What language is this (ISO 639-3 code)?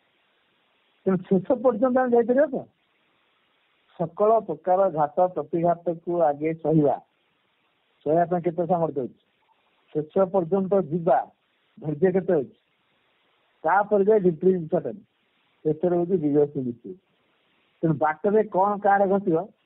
ori